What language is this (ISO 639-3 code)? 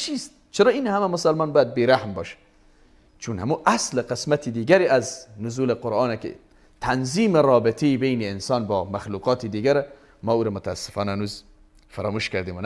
fas